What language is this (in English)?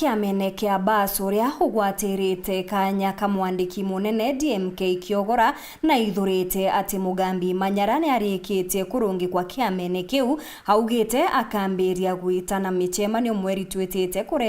Meru